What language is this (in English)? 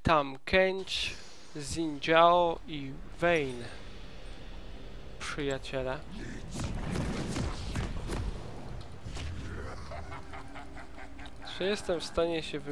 Polish